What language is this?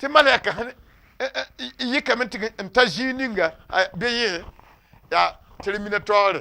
Mossi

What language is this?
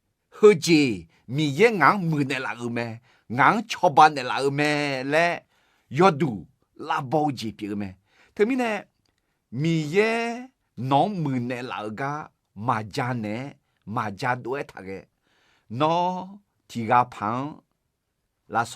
Akha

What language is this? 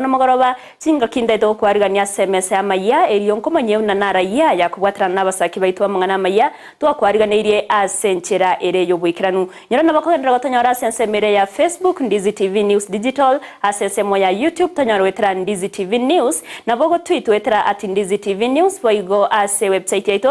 Gusii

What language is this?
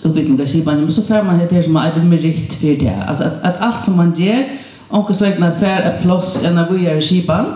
Faroese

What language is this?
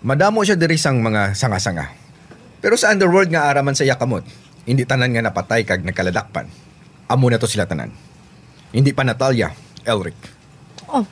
Hiligaynon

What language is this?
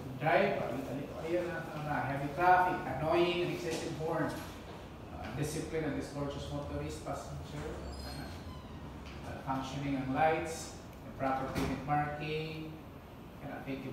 Filipino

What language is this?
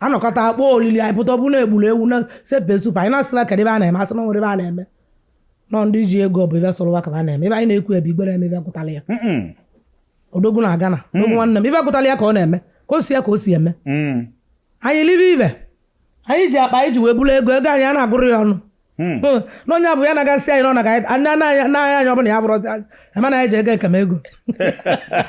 Igbo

